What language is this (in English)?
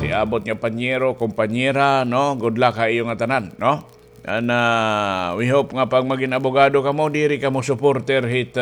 Waray